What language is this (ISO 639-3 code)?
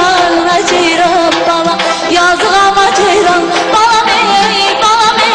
azb